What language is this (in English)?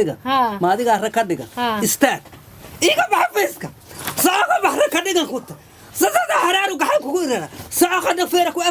Somali